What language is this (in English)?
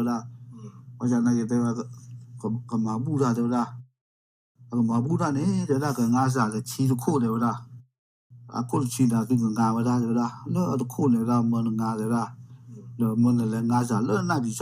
S'gaw Karen